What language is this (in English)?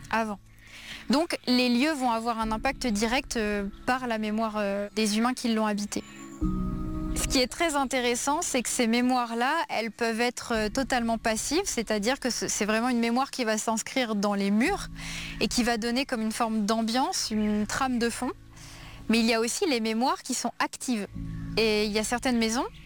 French